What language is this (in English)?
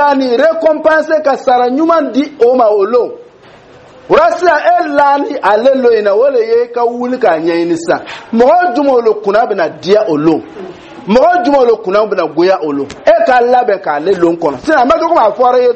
Dyula